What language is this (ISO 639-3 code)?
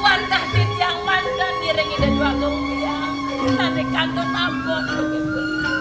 ban